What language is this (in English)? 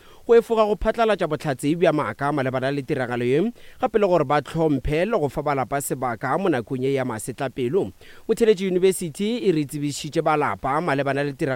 Northern Sotho